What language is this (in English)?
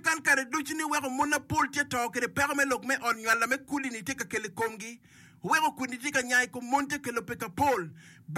Acoli